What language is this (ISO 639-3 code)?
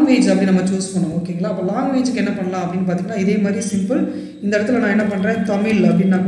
tam